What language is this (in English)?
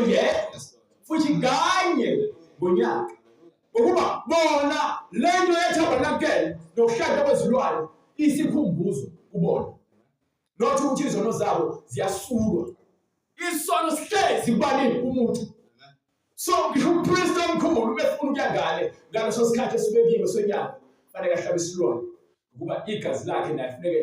Zulu